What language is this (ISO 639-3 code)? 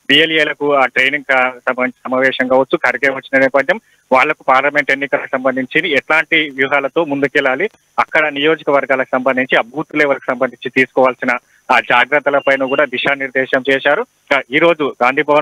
tel